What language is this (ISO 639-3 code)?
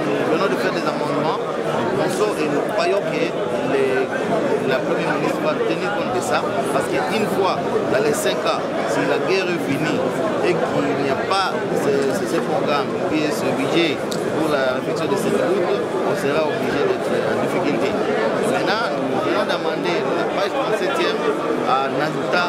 fra